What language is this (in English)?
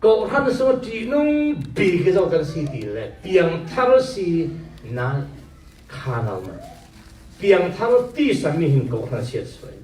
Falam Chin